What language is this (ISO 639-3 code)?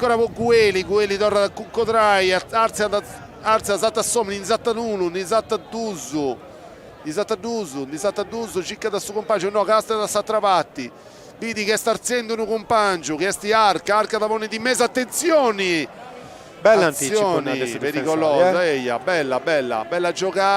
srd